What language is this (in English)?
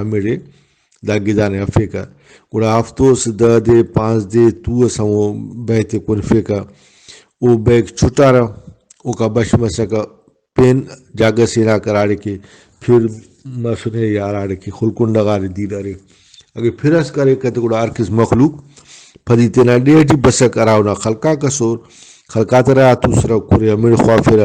Brahui